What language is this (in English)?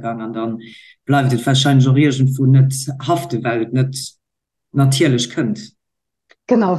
Luxembourgish